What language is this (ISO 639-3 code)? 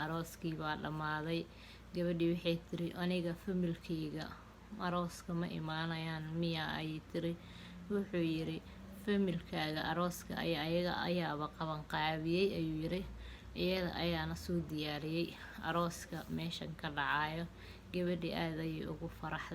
som